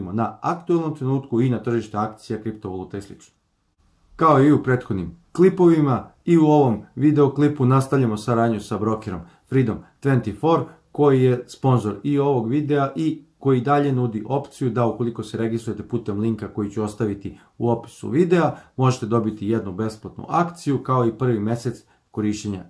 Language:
Serbian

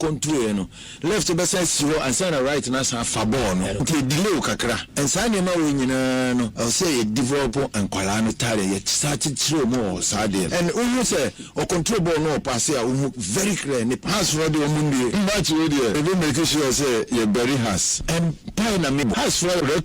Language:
Akan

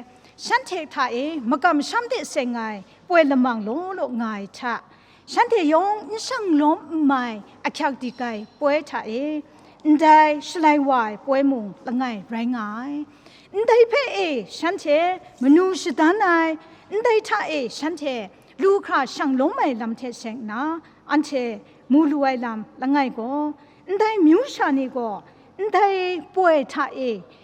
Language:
Kachin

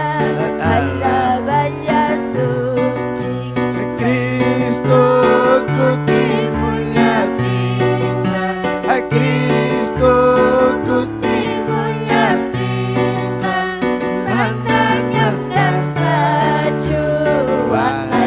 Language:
Ayacucho Quechua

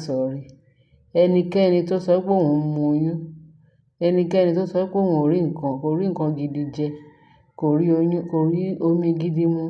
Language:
Yoruba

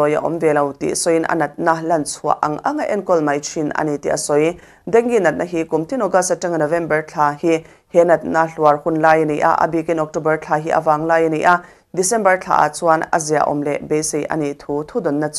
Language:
Mizo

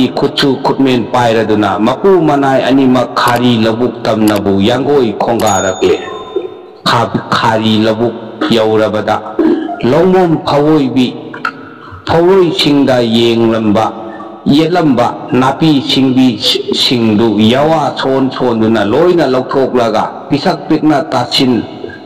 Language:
Manipuri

